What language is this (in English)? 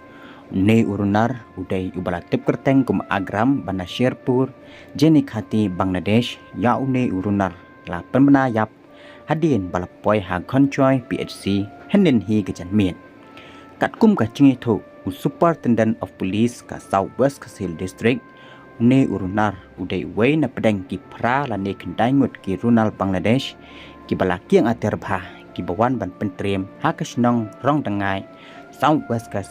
Khasi